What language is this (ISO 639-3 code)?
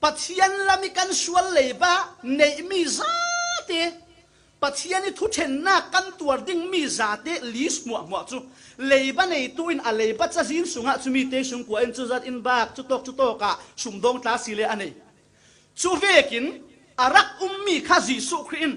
cfm